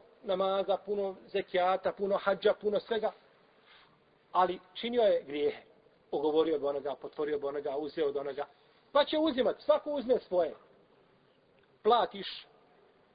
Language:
Bosnian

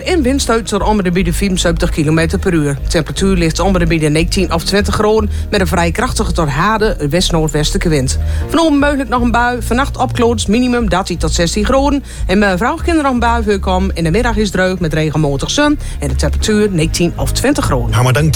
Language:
Dutch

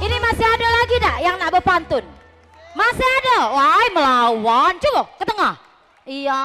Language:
Musi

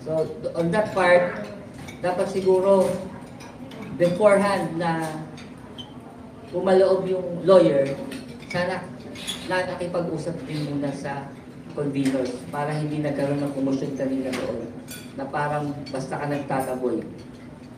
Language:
Filipino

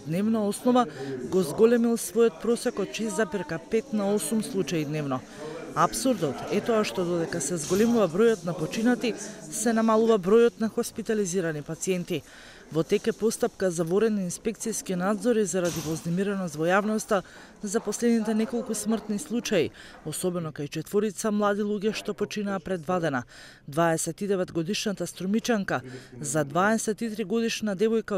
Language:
Macedonian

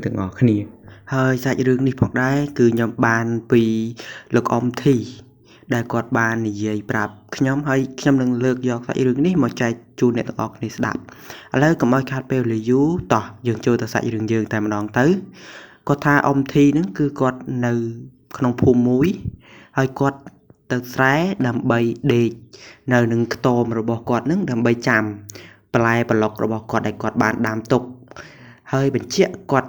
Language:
Khmer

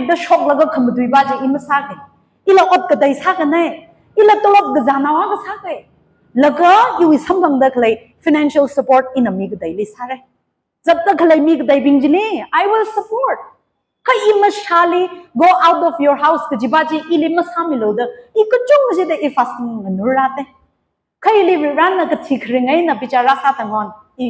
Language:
Tangkhul Naga (India)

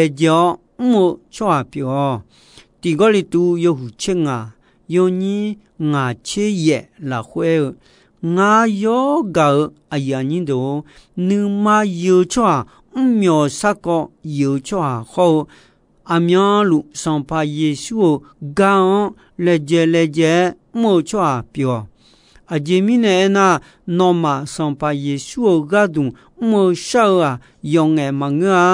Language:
Akha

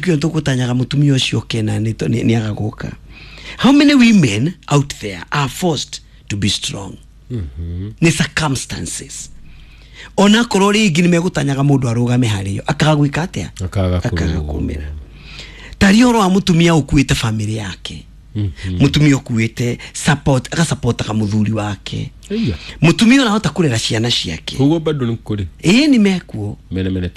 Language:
Kikuyu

